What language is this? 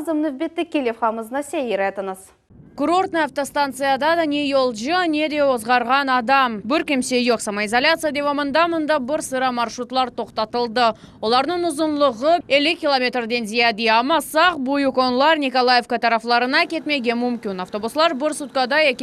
Crimean Tatar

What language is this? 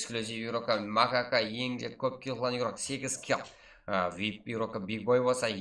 Kara-Kalpak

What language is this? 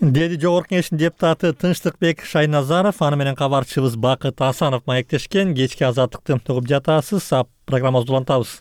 Kyrgyz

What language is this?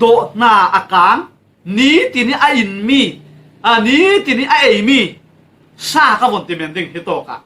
Falam Chin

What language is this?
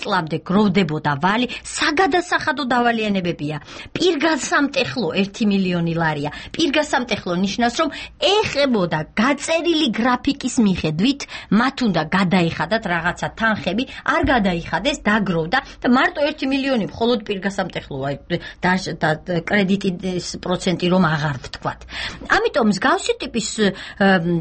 Georgian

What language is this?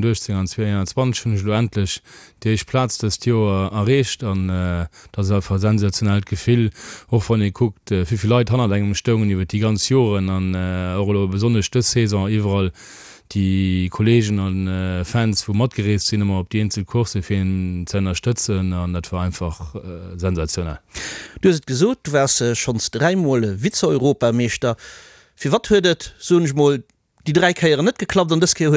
Luxembourgish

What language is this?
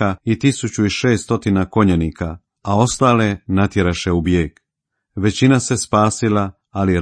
Croatian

